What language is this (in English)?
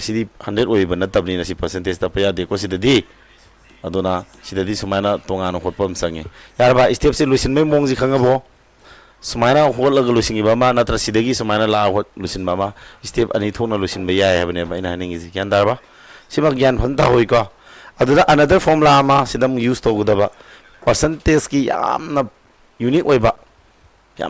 Manipuri